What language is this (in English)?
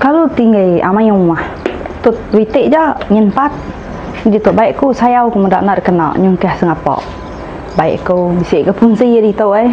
Iban